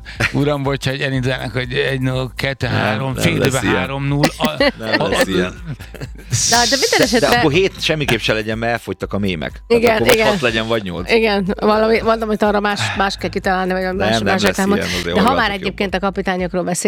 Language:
Hungarian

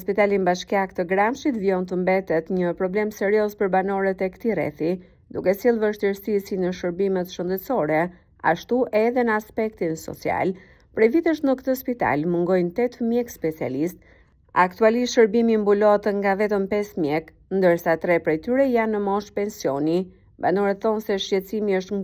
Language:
Albanian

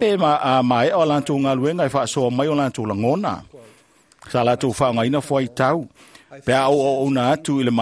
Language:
Samoan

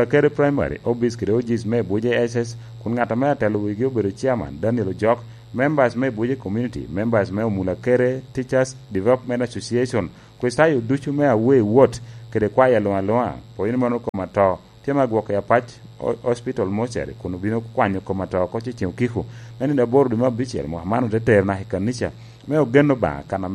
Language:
Lango (Uganda)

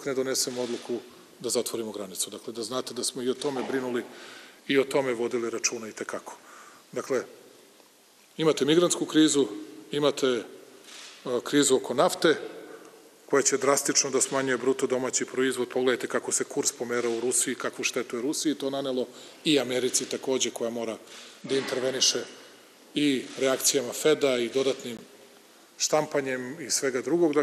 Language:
Serbian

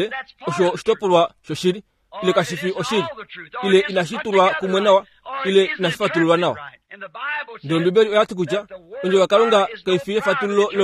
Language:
Kuanyama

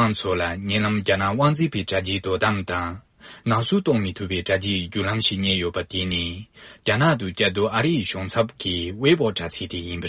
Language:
Tibetan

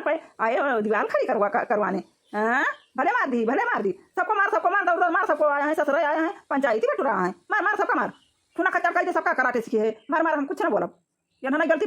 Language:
Awadhi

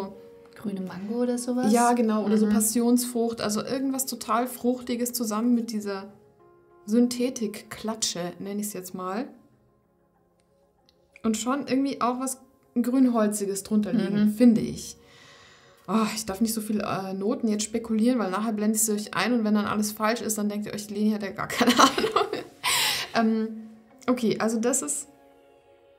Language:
German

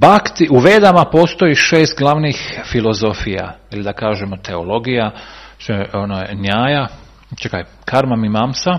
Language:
Croatian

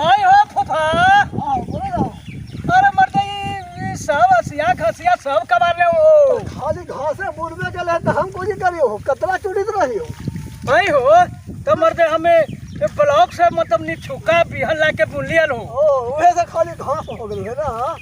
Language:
Magahi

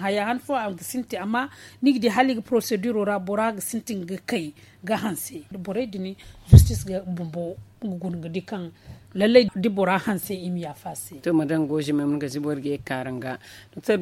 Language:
Zarma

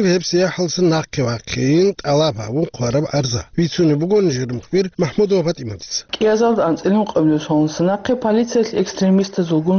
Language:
Avaric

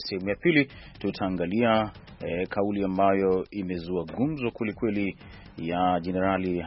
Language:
Swahili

